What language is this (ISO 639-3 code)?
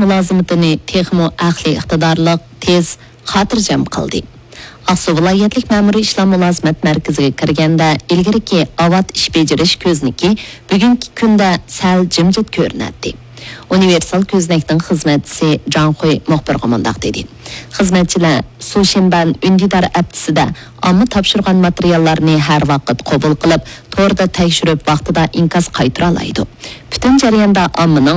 uig